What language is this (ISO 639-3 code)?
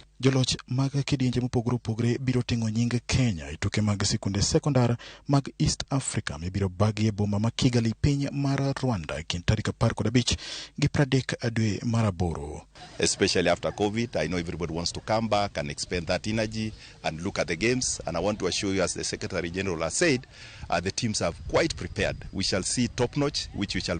luo